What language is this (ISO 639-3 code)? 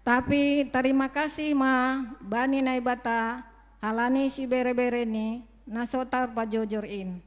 bts